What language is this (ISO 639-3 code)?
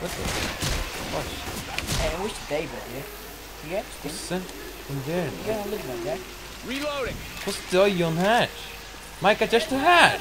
fao